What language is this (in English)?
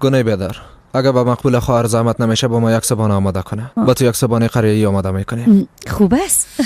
Persian